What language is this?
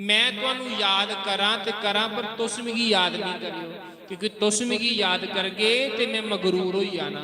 Dogri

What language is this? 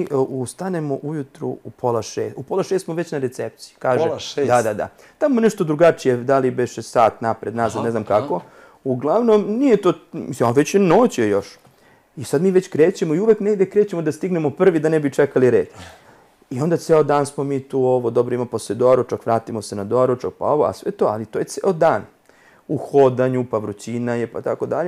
Serbian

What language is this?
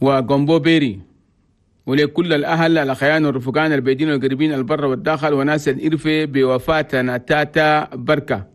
Chadian Arabic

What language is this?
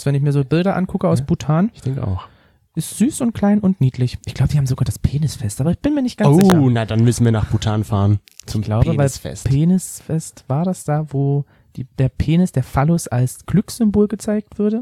German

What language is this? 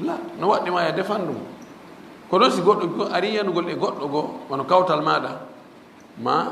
Fula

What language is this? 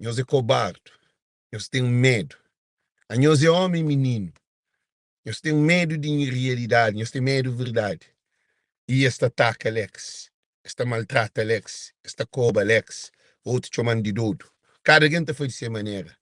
Kabuverdianu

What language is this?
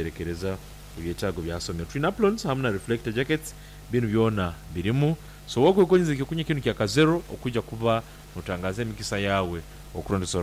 Nyankole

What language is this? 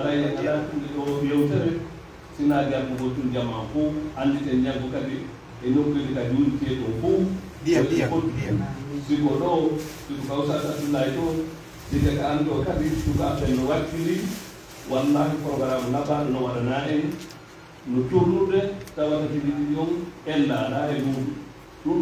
Pular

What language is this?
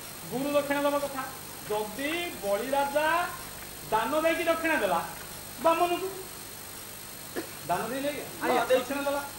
Odia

